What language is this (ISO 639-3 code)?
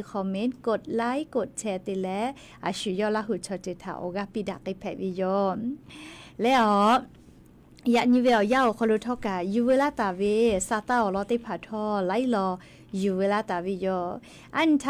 lhu